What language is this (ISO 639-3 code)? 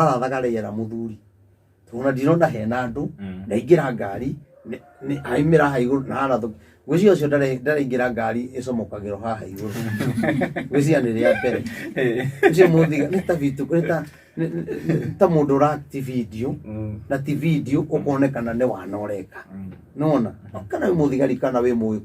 kik